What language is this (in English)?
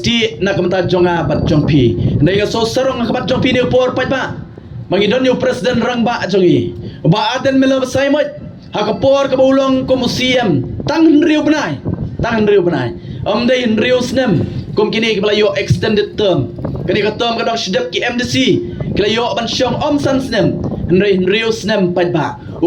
Khasi